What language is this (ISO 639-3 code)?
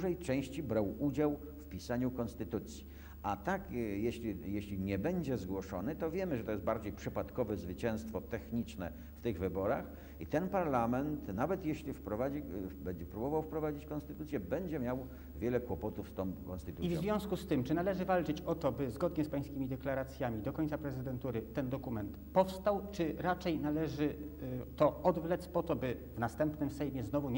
pol